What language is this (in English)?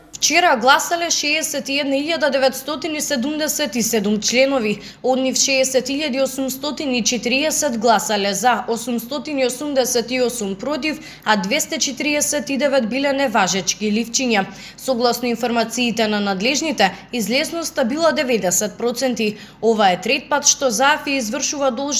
Macedonian